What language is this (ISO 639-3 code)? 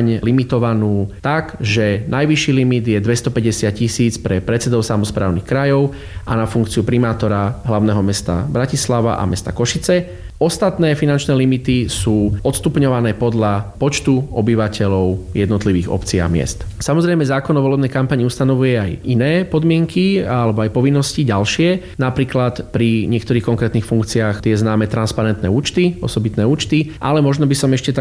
slk